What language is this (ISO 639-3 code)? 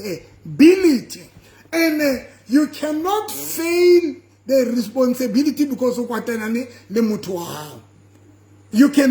sot